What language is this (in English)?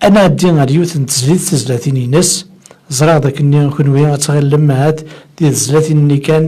Kabyle